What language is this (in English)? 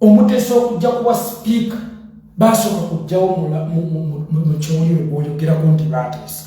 Ganda